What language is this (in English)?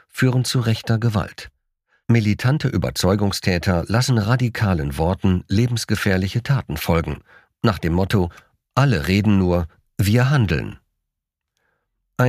German